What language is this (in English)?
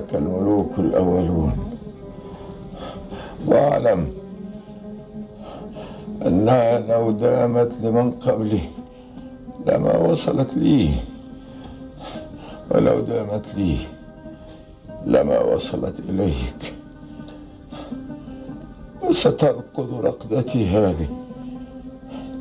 Egyptian Arabic